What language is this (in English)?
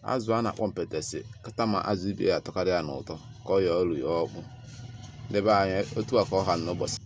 Igbo